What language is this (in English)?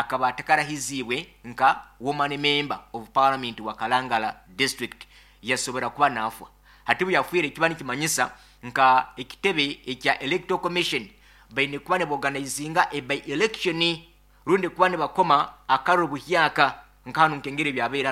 Nyankole